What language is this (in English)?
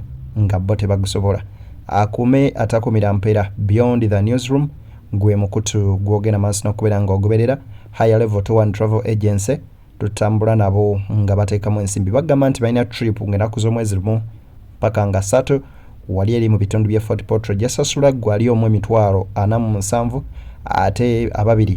Ganda